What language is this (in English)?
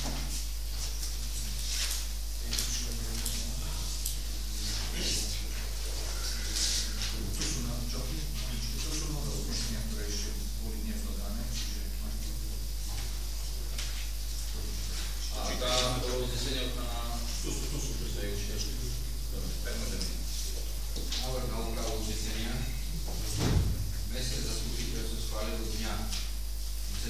Slovak